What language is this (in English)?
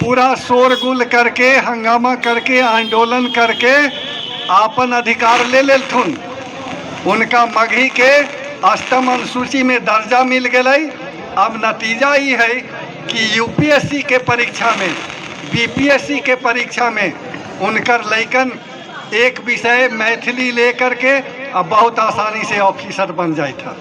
Magahi